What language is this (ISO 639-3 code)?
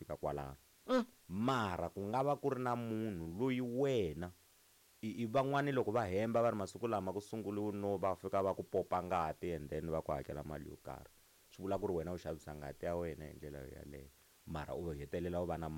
tso